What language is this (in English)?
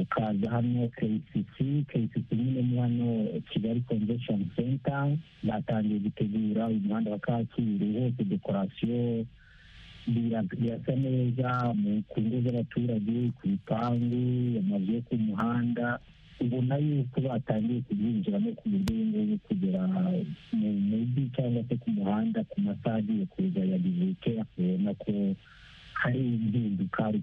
Kinyarwanda